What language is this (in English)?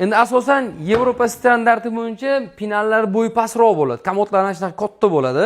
Uzbek